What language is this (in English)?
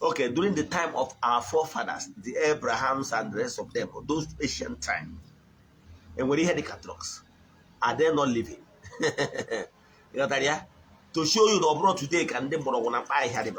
Igbo